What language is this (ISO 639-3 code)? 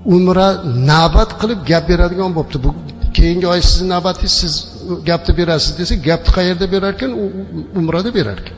uig